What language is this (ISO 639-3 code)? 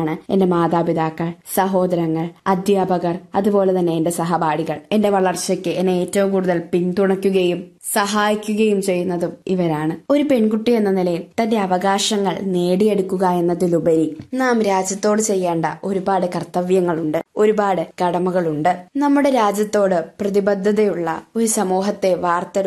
mal